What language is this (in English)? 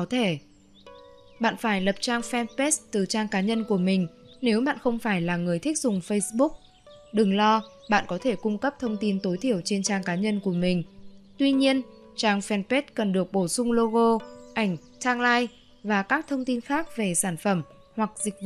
Vietnamese